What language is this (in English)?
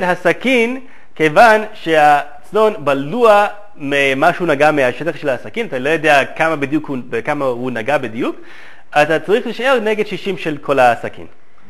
Hebrew